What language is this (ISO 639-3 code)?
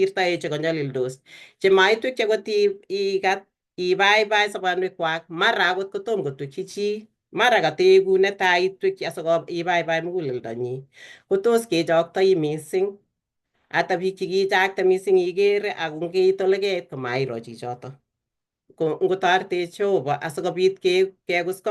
kln